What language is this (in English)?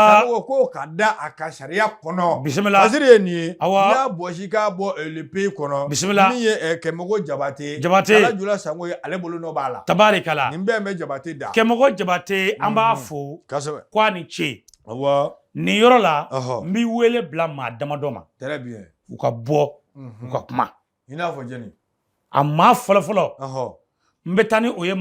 Bambara